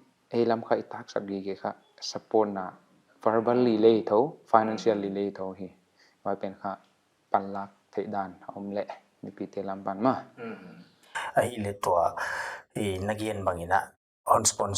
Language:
Paite Chin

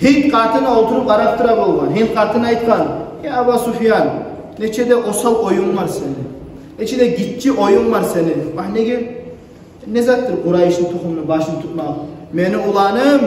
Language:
Kumyk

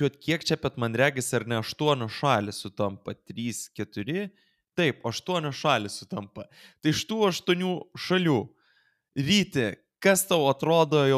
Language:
Lithuanian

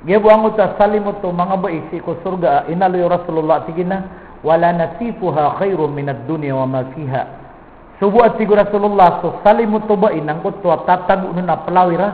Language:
Maranao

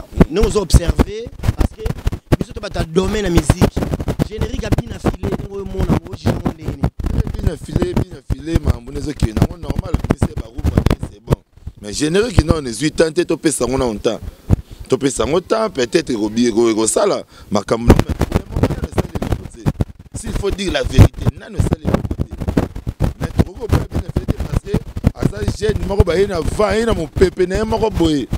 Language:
Lingala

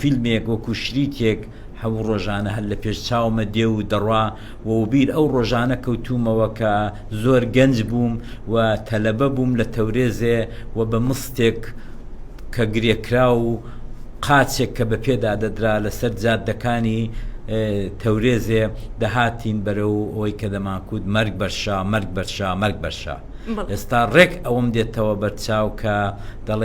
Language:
Central Kurdish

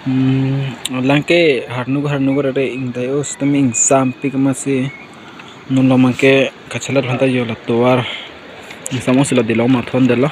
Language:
Karbi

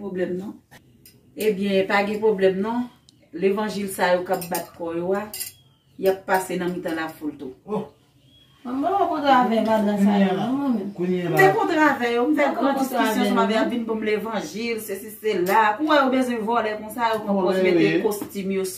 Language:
Haitian Creole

